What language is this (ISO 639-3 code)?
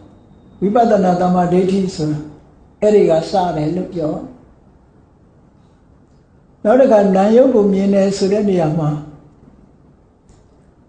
mya